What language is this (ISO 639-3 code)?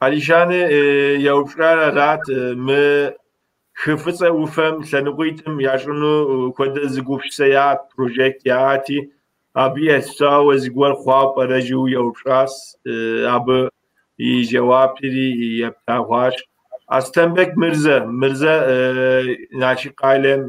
kbd